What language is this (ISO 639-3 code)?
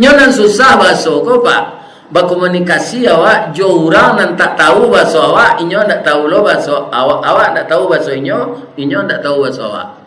min